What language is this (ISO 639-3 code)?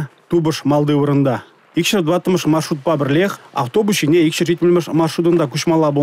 chv